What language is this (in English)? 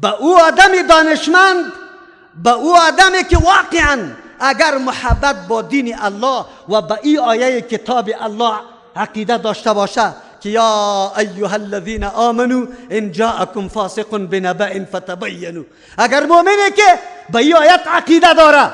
Persian